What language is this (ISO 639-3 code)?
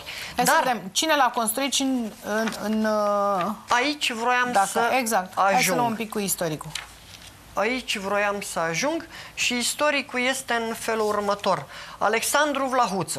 ron